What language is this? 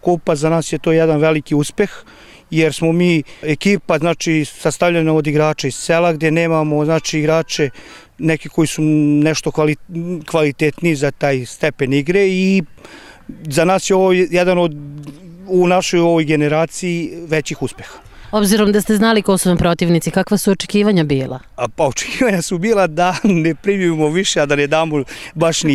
Serbian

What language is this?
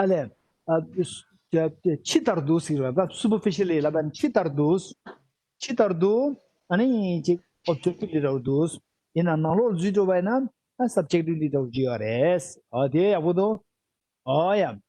Tibetan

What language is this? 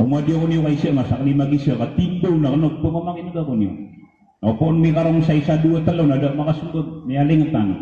Maranao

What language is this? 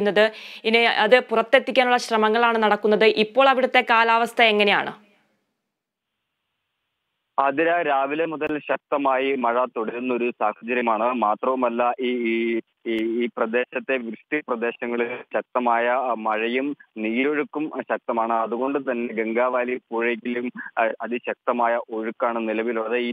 Malayalam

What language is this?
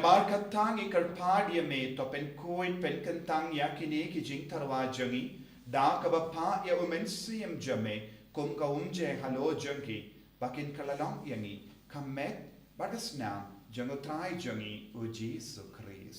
Khasi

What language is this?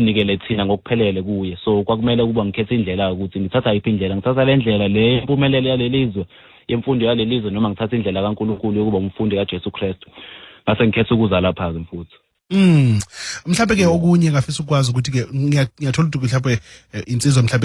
Zulu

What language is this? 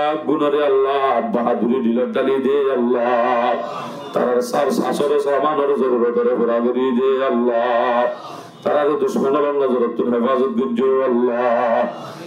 Rohingya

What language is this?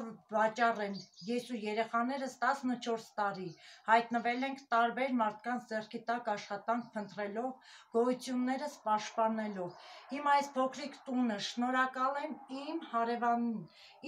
Armenian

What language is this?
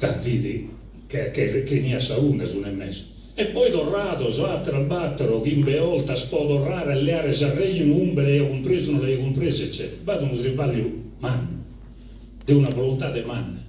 Sardinian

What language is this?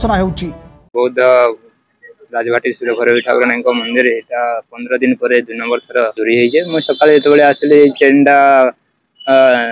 Odia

